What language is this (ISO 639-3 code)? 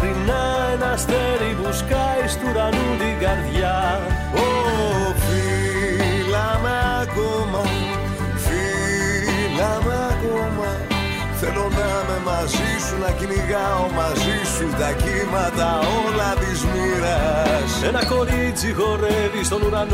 ell